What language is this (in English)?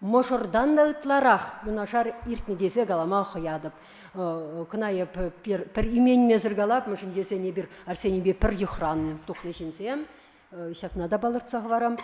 Chuvash